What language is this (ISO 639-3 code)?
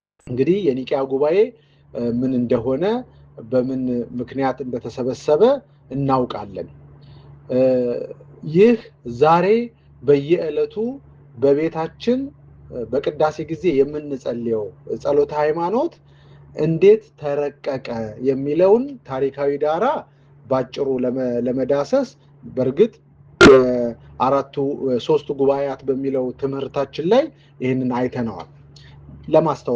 amh